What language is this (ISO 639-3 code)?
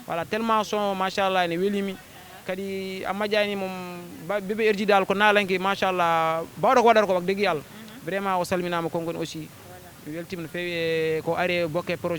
ful